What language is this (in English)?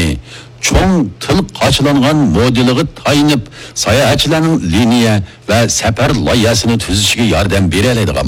Uyghur